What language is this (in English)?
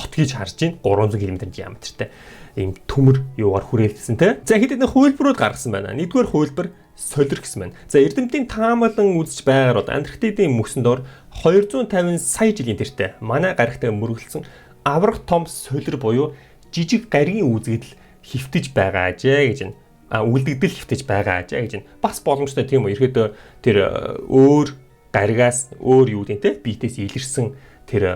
Mongolian